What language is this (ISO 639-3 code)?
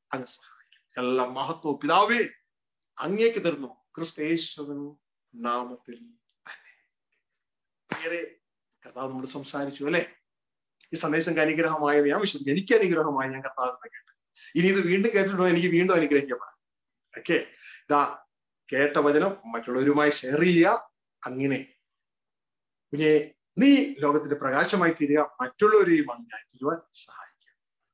mal